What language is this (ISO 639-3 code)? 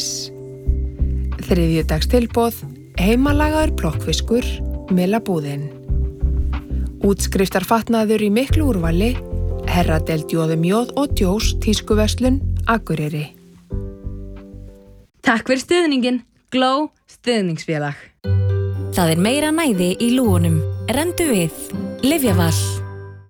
isl